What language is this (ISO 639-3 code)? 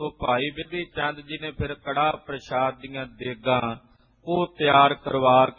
pan